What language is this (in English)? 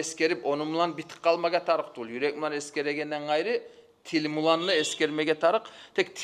Kumyk